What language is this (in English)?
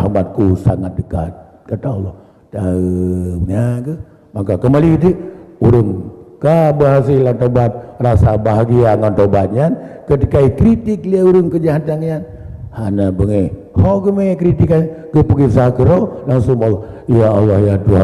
Achinese